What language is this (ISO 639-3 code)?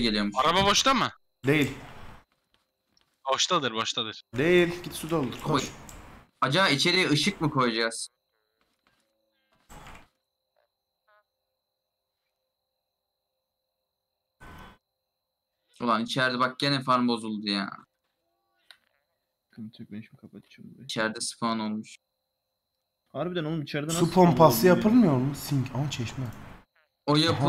tur